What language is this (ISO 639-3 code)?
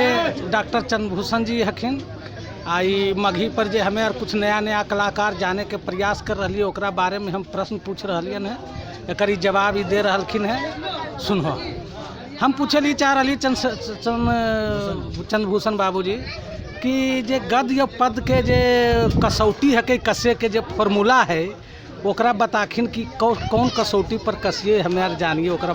mag